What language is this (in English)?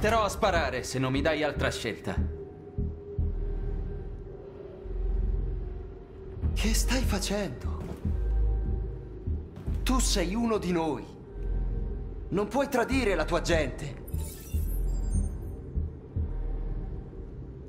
Italian